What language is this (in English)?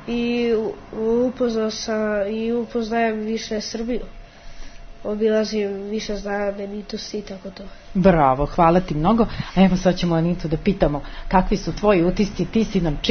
Serbian